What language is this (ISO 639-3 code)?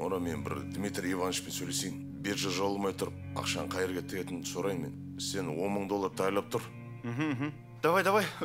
kaa